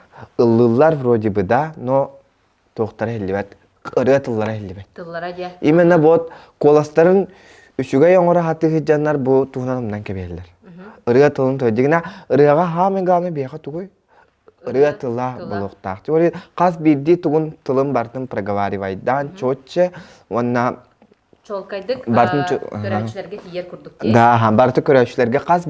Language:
Yakut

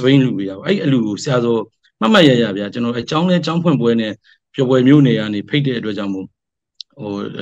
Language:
Burmese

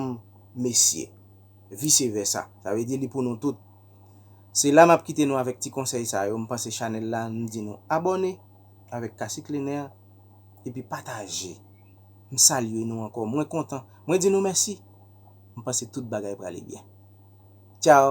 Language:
Haitian Creole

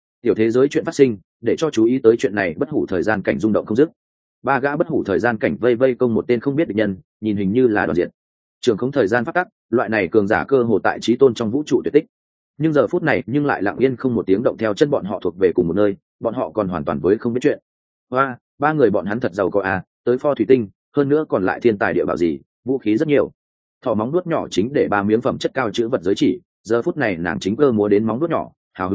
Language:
Vietnamese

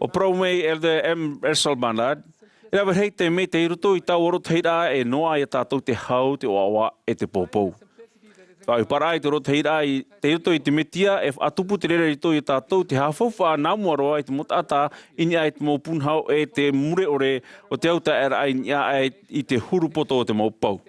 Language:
Tahitian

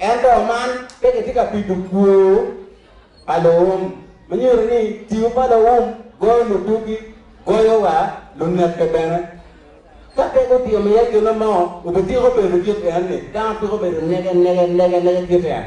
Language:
Acoli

